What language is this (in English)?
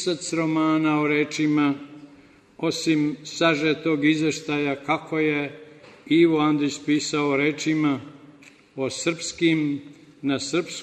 Serbian